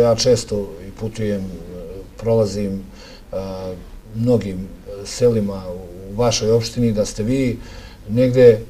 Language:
Serbian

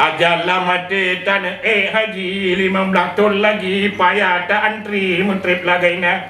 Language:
Achinese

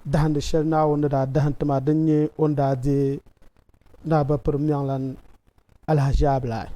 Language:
Dagbani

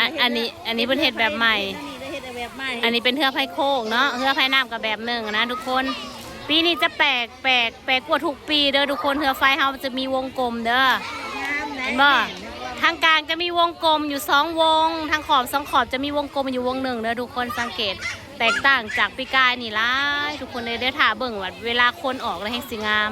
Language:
Lao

